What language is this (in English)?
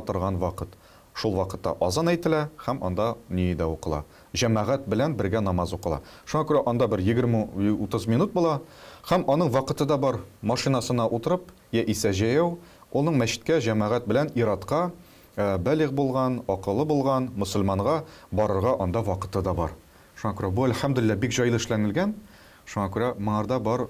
Tatar